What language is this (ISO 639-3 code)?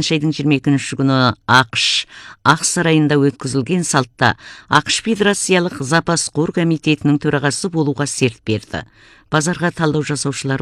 kaz